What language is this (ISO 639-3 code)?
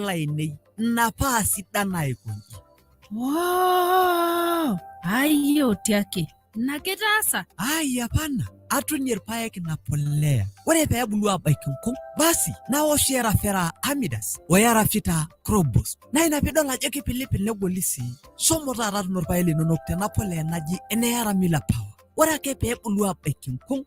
mas